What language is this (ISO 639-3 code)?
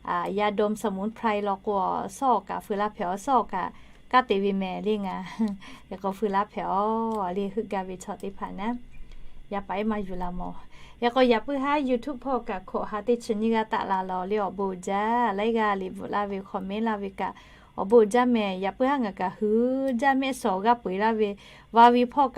lhu